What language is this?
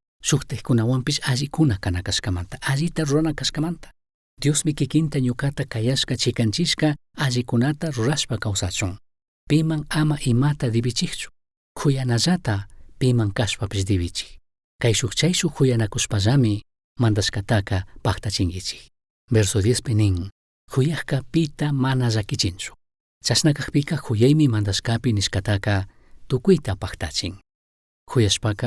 Chimborazo Highland Quichua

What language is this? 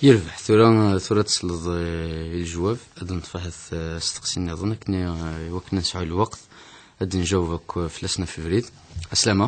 Kabyle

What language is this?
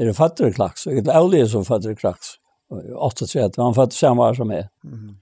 Faroese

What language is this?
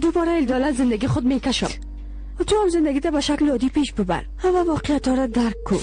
Persian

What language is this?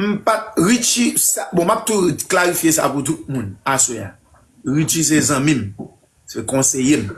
Haitian Creole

